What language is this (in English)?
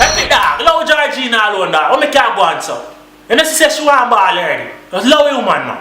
Jamaican Creole English